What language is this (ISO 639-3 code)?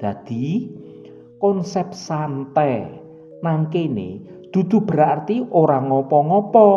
jav